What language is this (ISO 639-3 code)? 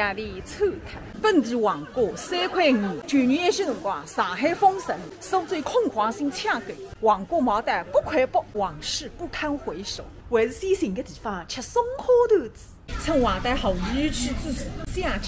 wuu